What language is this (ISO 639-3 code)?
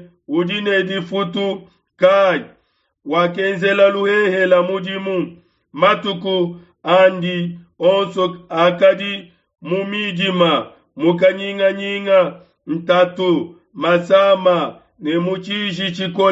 lua